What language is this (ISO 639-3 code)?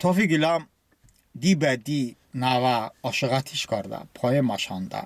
tly